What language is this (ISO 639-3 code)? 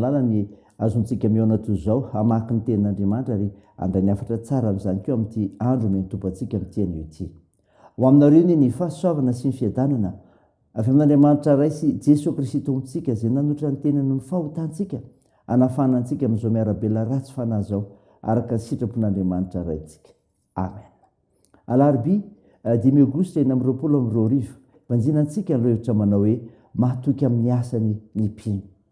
mlg